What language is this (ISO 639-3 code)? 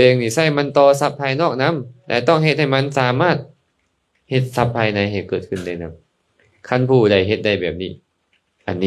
lao